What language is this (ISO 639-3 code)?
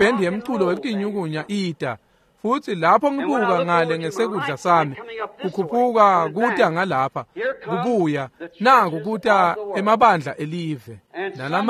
ssw